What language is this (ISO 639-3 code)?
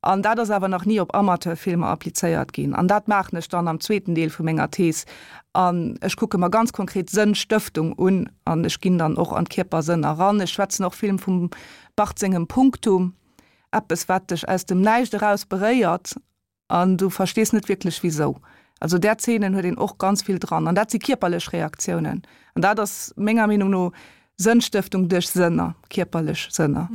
ltz